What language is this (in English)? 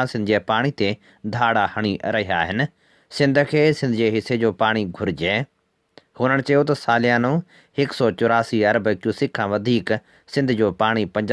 Sindhi